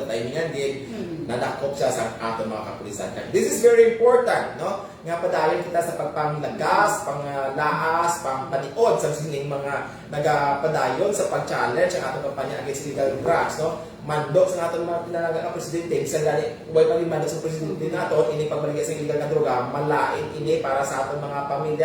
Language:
Hiligaynon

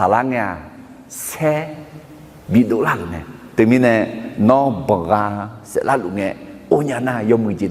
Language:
Akha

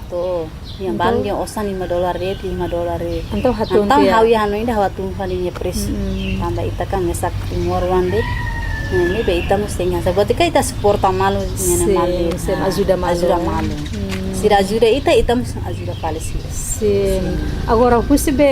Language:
Tetum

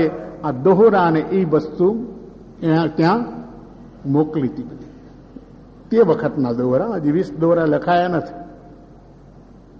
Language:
Gujarati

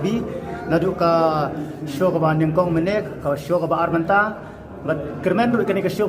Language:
Khasi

